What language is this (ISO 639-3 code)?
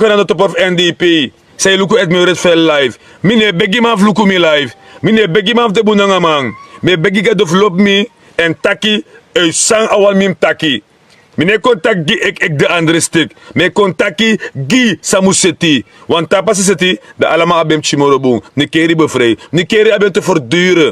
srn